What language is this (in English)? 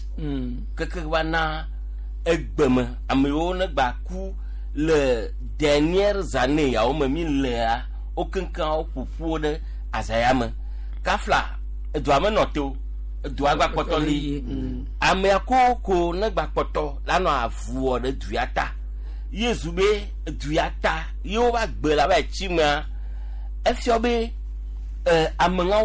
Gen